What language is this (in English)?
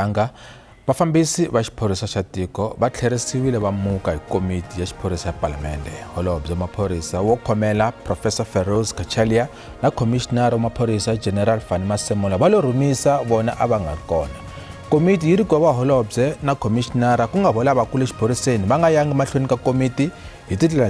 Tsonga